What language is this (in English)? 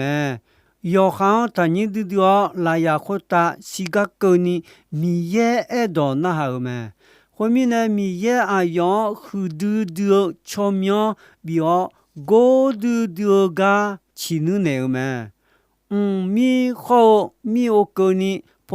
Akha